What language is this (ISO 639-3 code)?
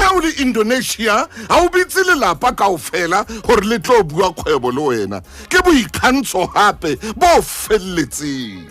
sot